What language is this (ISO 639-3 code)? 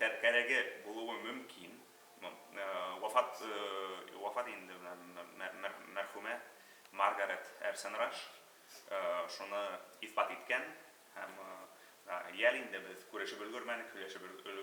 bak